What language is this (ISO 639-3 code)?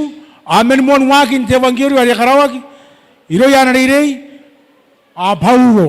gil